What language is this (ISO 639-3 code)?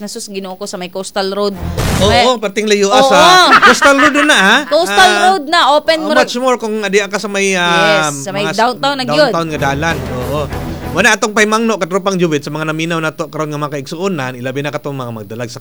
ceb